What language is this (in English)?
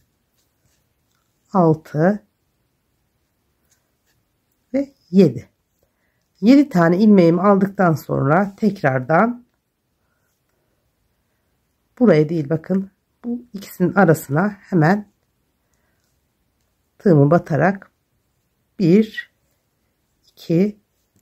Turkish